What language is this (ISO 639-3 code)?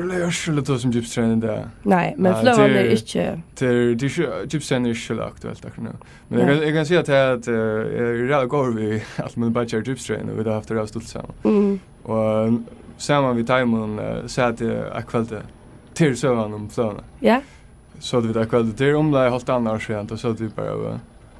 fao